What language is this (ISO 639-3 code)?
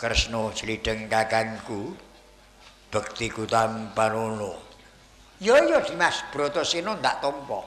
jav